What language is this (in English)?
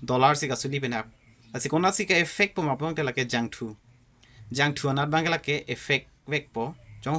Karbi